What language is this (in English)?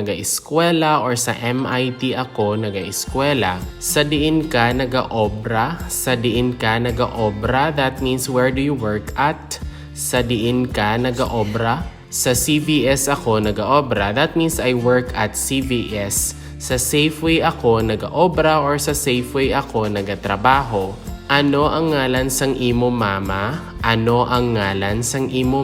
Hiligaynon